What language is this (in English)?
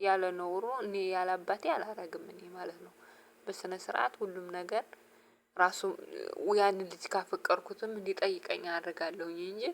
Amharic